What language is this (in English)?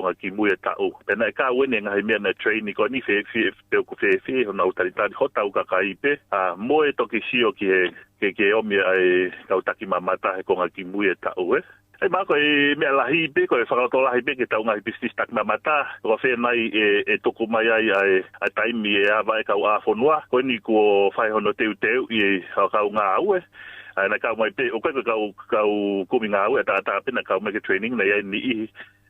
Tongan